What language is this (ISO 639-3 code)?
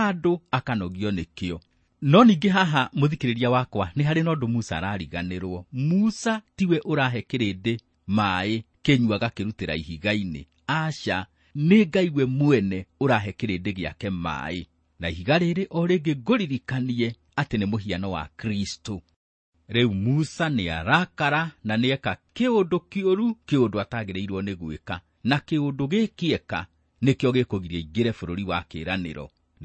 kik